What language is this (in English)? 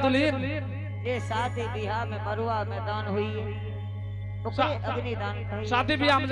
Angika